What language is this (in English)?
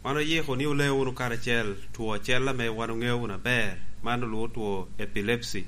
Lango (Uganda)